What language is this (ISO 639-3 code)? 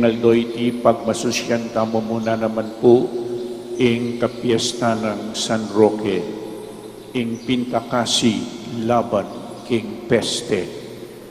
pam